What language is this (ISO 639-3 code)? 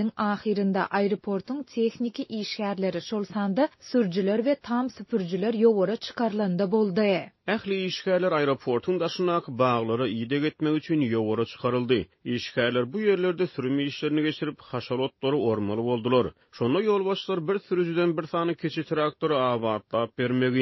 tuk